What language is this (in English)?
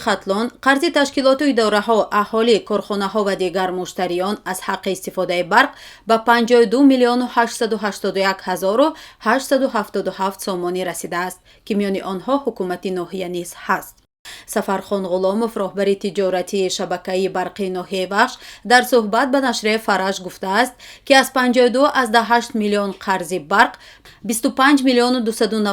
Tajik